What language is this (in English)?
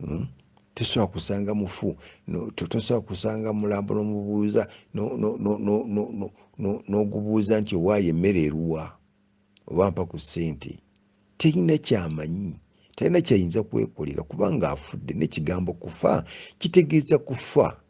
Ganda